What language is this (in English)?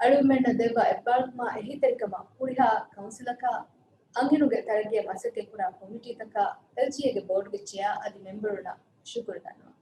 Divehi